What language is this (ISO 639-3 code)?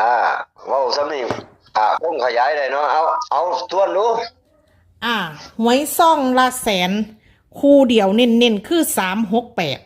tts